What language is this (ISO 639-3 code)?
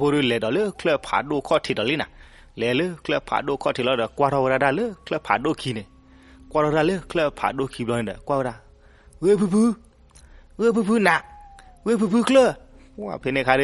ksw